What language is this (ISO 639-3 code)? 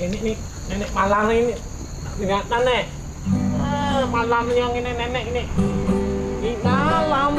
bjn